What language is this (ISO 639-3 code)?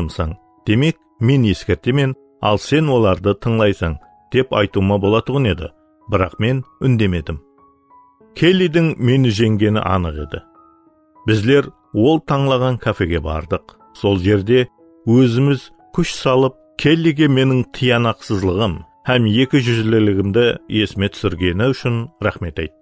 kaa